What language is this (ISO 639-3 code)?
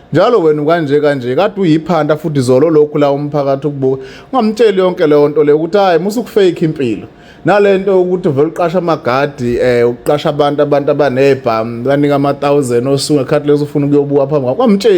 zul